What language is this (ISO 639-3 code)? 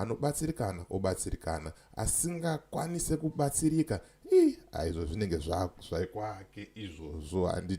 sna